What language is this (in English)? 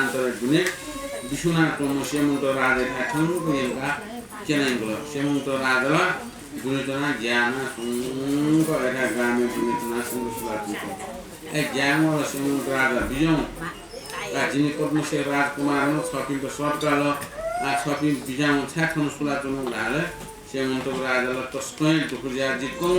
Newari